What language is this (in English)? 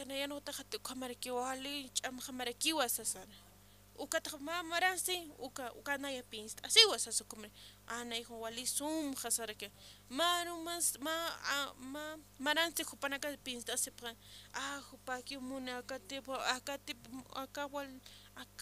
Aymara